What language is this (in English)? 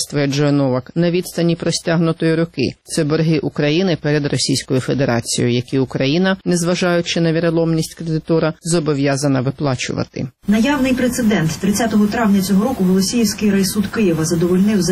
Ukrainian